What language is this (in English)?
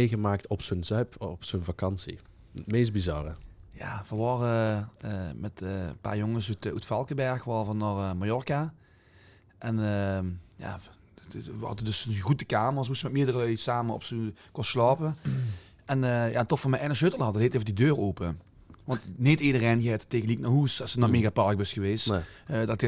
Limburgish